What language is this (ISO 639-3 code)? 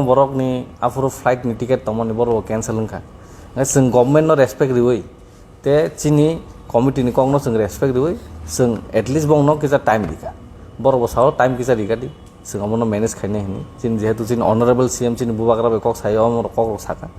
trp